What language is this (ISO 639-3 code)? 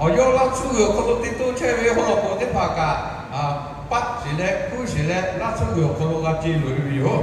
lhu